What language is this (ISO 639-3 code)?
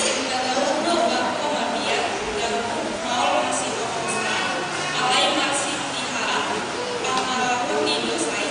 bbc